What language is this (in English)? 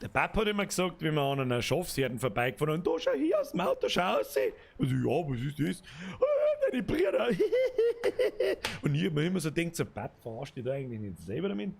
Bavarian